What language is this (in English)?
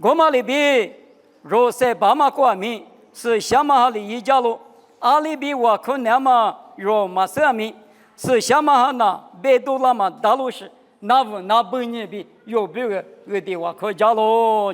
Lisu